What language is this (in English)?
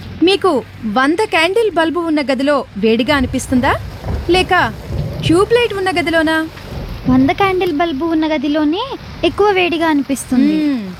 Telugu